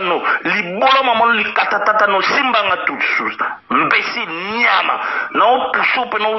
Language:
Lingala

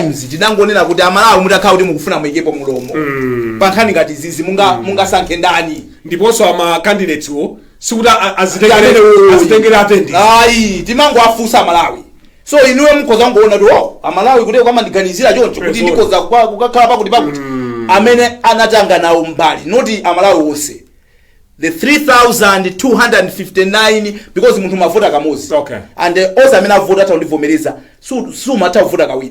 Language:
Nyanja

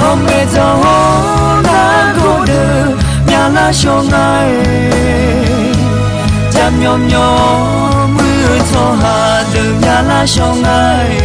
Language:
Akha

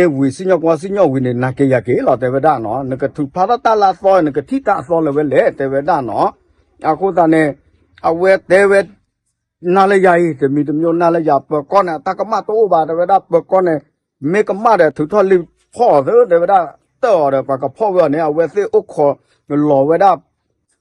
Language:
S'gaw Karen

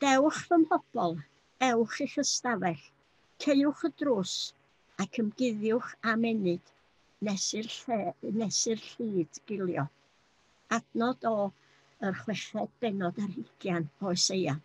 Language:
Welsh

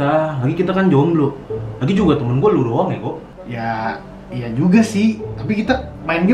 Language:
Betawi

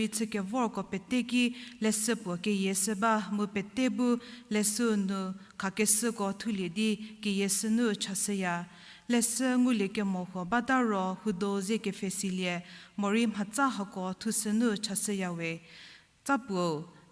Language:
Angami Naga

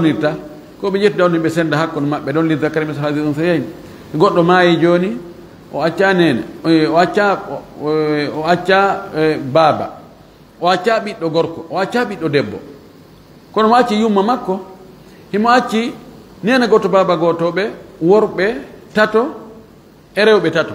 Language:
Fula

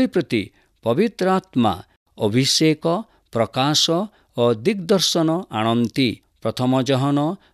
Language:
Odia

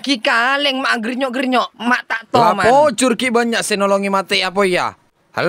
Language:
Madurese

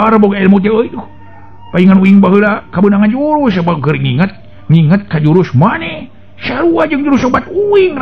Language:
Sundanese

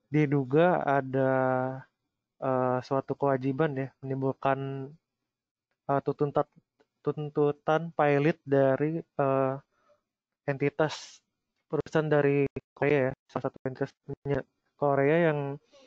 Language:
Indonesian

